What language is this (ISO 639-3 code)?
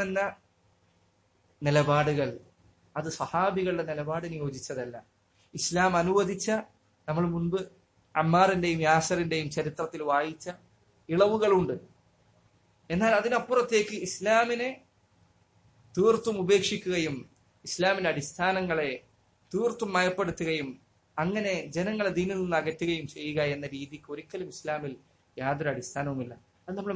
mal